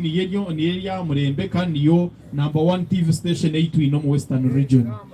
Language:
Nyankole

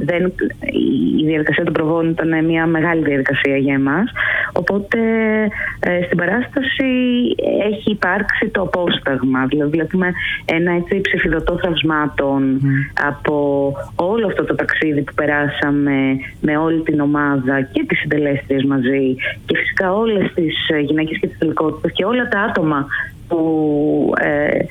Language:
Greek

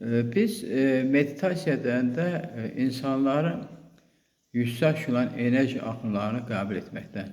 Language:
Azerbaijani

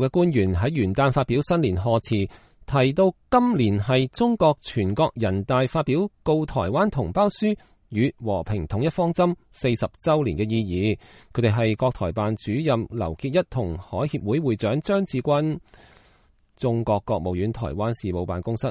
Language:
Cantonese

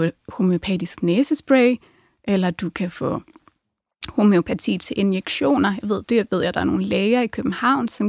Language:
Danish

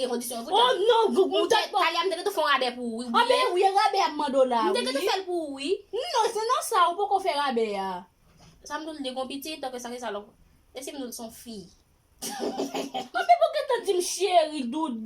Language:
Haitian Creole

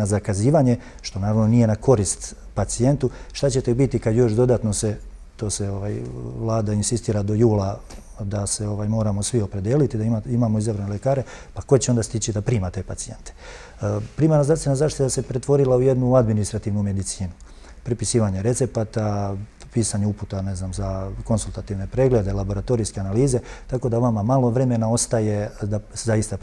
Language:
Serbian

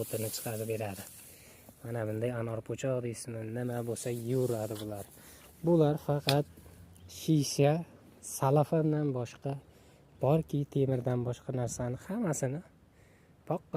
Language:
Uzbek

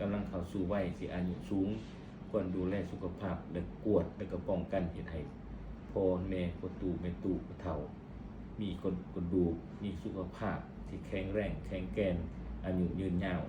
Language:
Lao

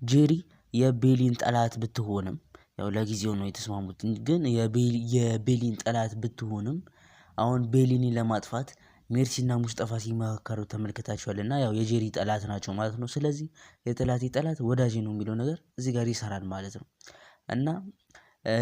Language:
Amharic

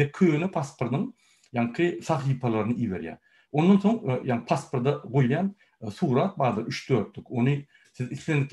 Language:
Turkmen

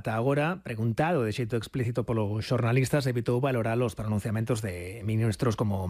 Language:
Galician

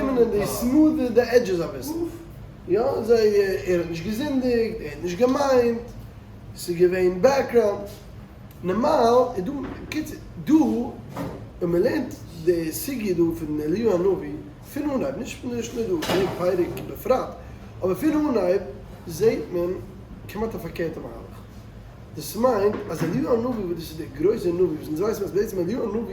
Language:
Yiddish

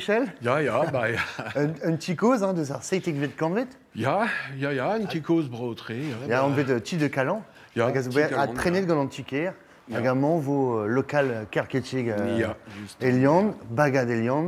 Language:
Breton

